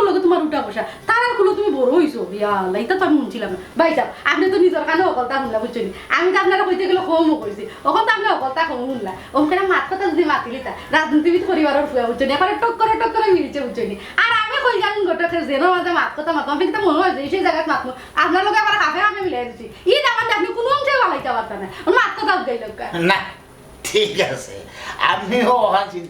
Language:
Sylheti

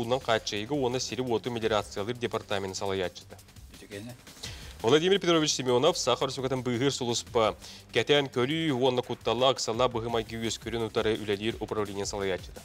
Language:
Yakut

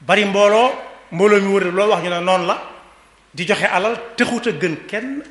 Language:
Wolof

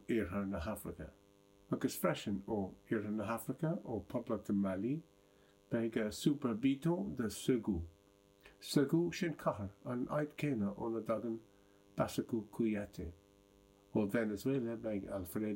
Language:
Irish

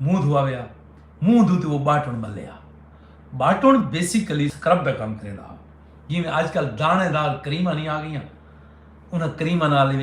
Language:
Saraiki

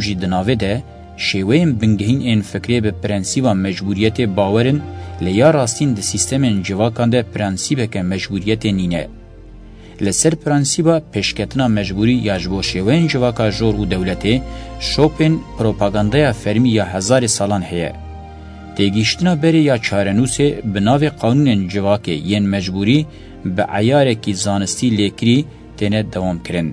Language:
Kurdish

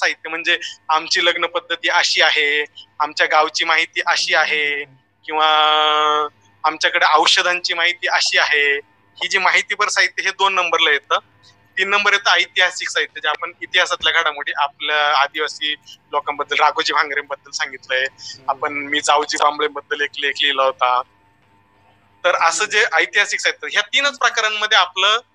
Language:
Marathi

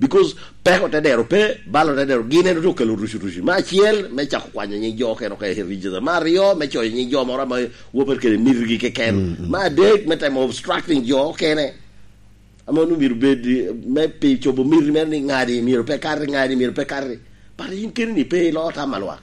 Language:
Lango (Uganda)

